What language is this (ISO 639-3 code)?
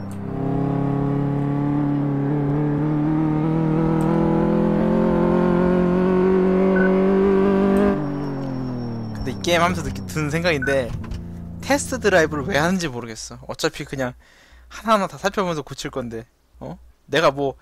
kor